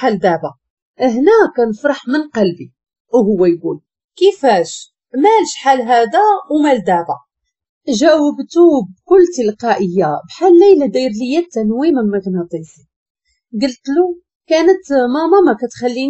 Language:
Moroccan Arabic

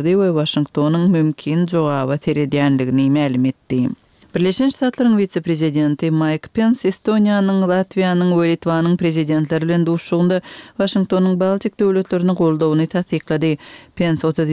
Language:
Turkmen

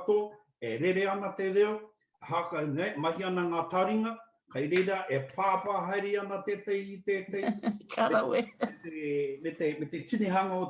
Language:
Māori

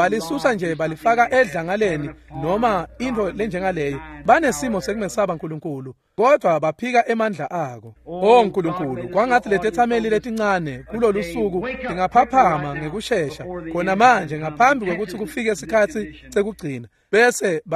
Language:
Swati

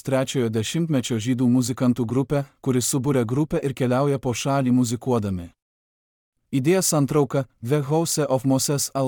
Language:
Lithuanian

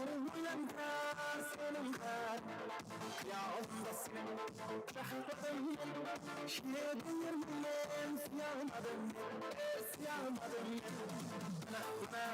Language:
Kara-Kalpak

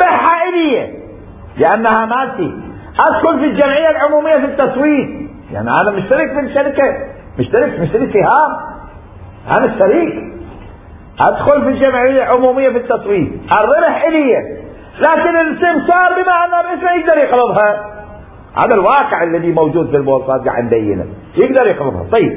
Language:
Mesopotamian Arabic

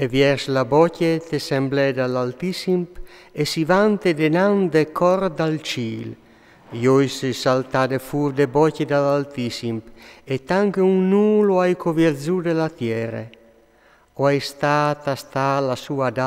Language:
Friulian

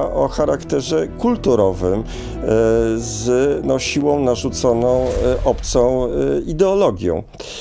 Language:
Polish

